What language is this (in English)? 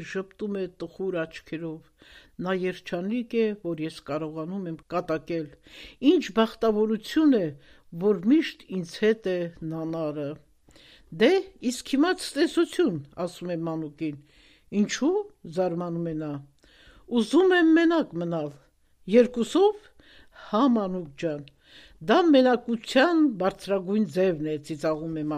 Armenian